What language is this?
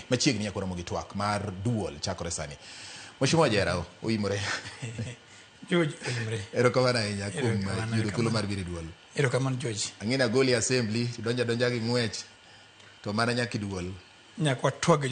Luo (Kenya and Tanzania)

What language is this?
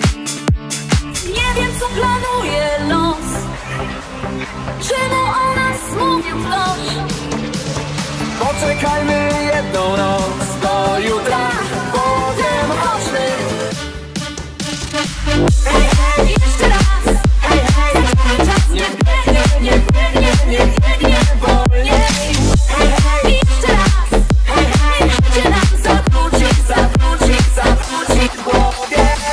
Polish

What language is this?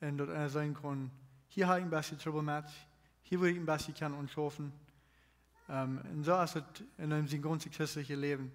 Plautdietsch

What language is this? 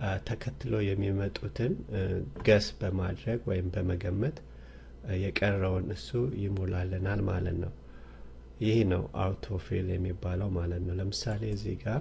Amharic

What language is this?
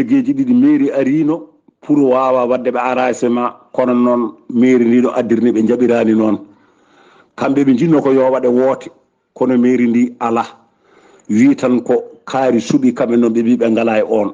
Fula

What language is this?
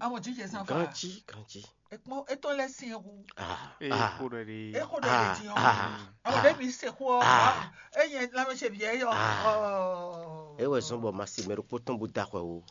Fon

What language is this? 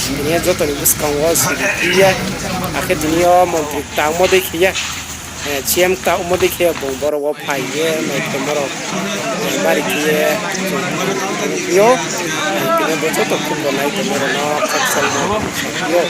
Riang (India)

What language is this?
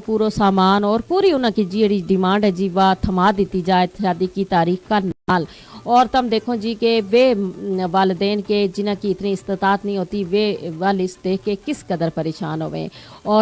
Gujari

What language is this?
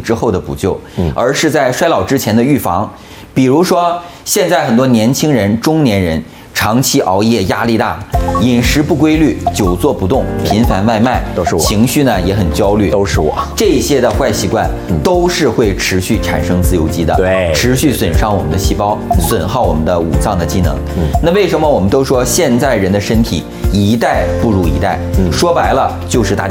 Chinese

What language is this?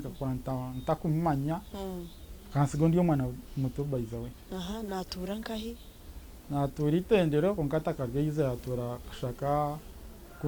Nyankole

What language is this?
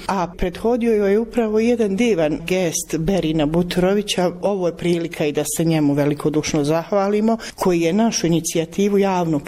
Bosnian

